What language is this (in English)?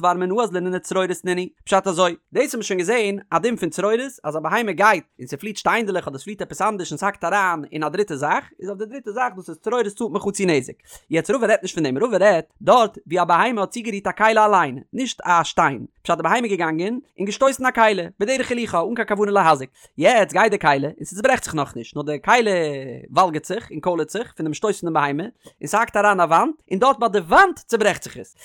Yiddish